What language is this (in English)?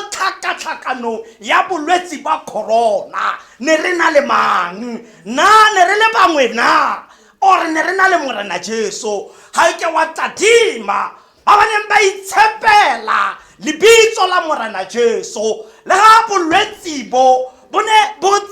Tswana